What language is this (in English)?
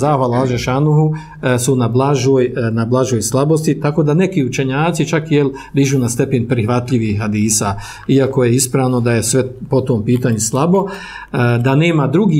Bosnian